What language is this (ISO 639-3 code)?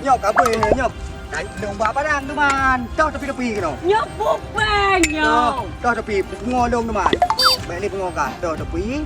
ace